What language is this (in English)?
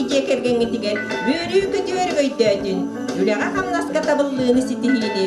Yakut